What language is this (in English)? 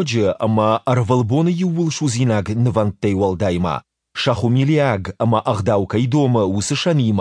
Ossetic